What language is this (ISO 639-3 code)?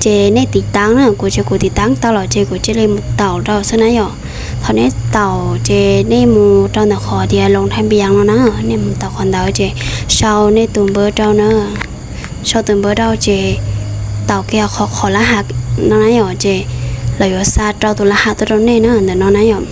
hmn